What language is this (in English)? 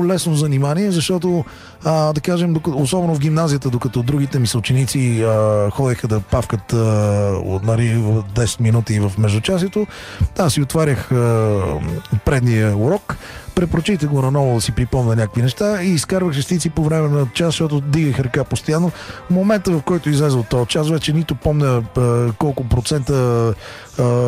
Bulgarian